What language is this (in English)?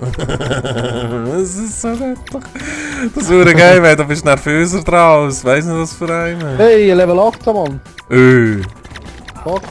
Swiss German